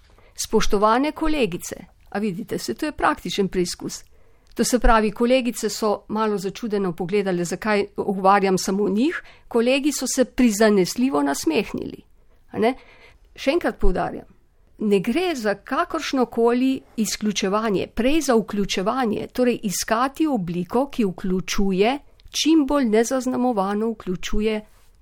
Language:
Slovenian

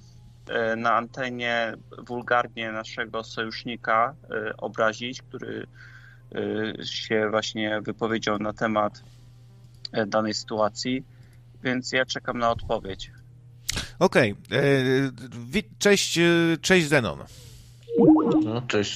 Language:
Polish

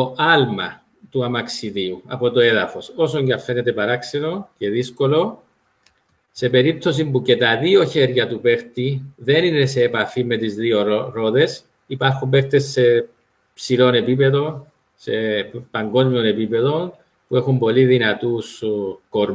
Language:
Greek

